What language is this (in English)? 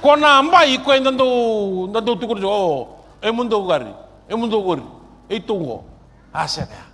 Fijian